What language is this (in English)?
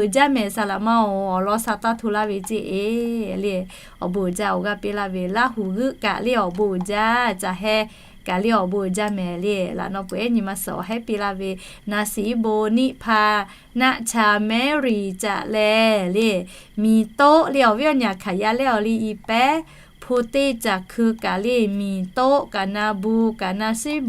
Lahu